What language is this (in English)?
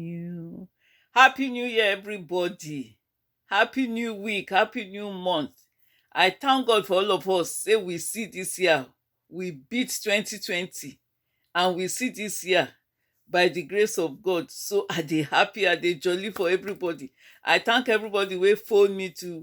Nigerian Pidgin